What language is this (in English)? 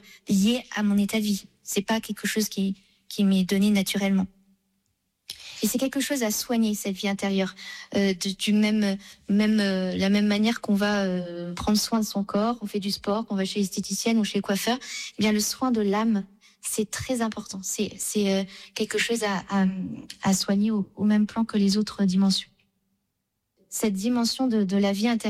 French